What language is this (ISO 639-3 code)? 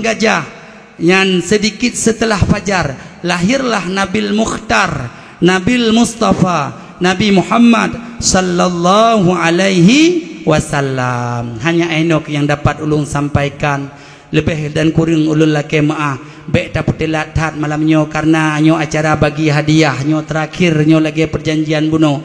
ace